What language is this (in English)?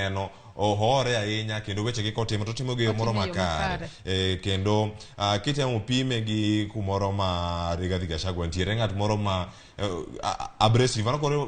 Luo (Kenya and Tanzania)